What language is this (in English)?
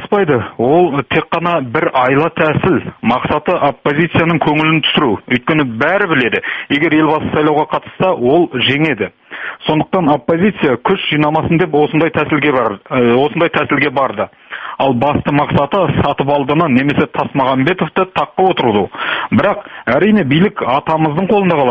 Kazakh